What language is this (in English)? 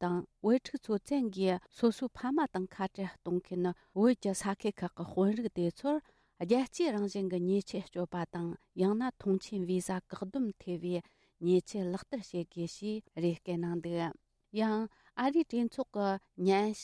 Tibetan